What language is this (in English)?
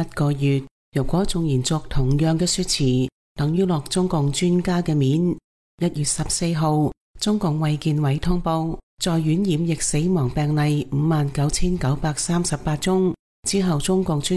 Cantonese